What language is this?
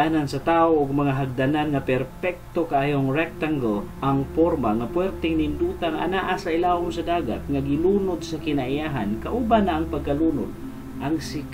Cebuano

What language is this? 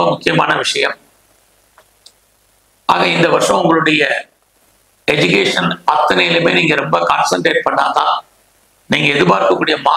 Tamil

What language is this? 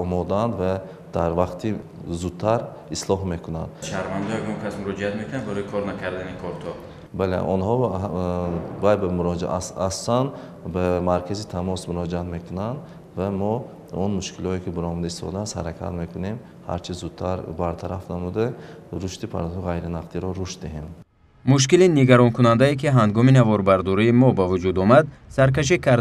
Tajik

